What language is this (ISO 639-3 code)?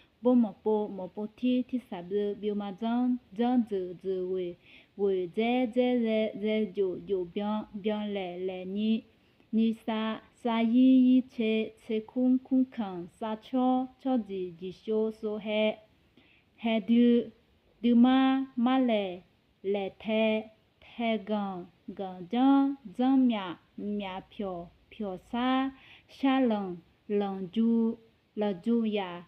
ahk